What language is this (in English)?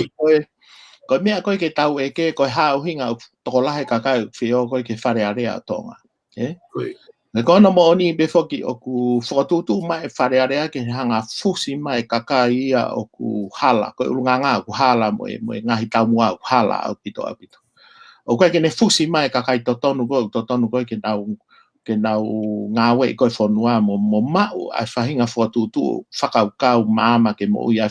Tongan